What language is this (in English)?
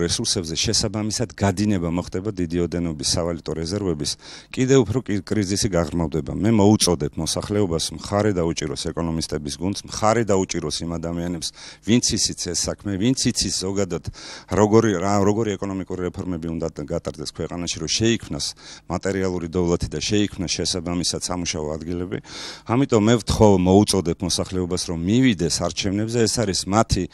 Georgian